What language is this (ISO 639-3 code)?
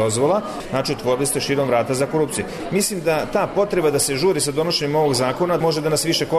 srp